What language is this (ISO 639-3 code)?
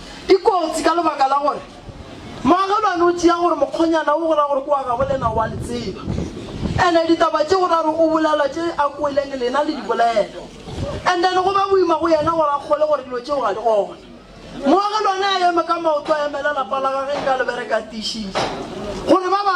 nso